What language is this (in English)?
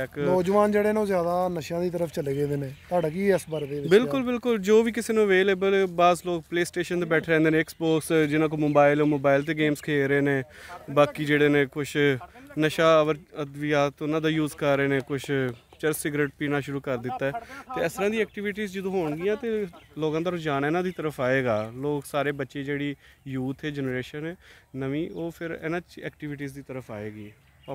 Punjabi